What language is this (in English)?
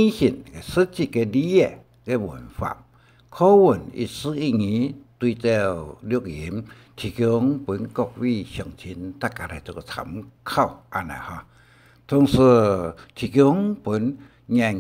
Hakka Chinese